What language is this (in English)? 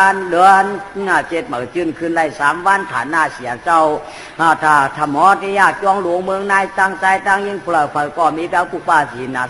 Shan